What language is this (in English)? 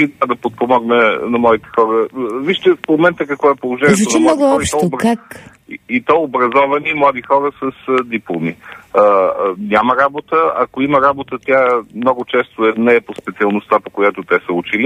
Bulgarian